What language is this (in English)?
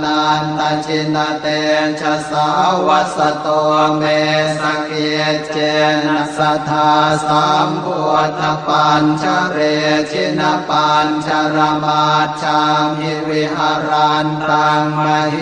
Pali